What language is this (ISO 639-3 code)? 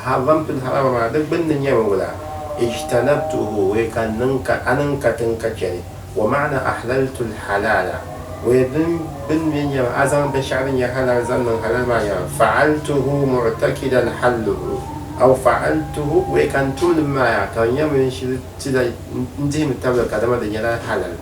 dag